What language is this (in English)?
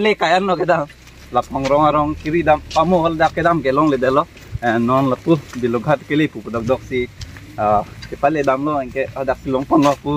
Karbi